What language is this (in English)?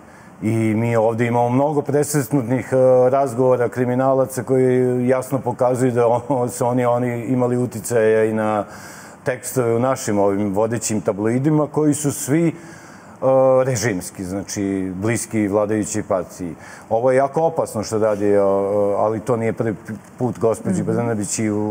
Serbian